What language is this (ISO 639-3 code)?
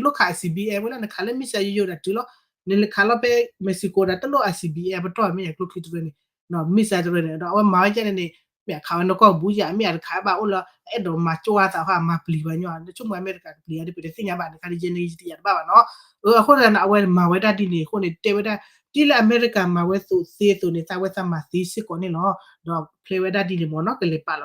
ksw